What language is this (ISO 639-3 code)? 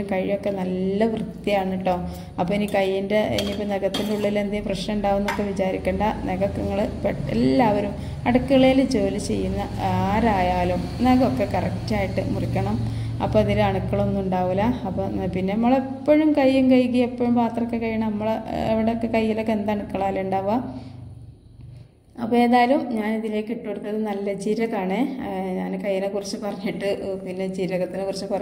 mal